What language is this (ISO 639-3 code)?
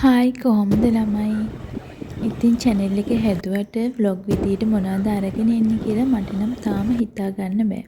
sin